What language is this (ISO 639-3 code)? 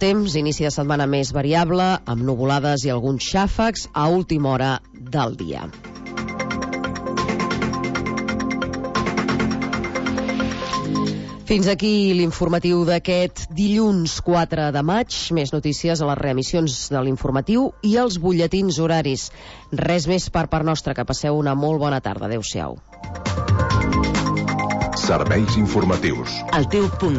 cat